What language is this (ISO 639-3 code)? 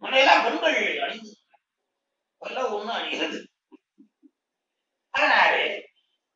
tam